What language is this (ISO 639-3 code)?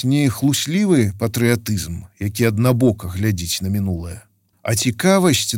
bel